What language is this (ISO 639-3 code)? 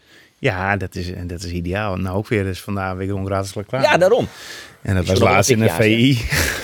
fry